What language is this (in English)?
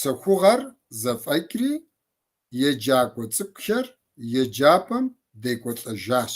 Kabardian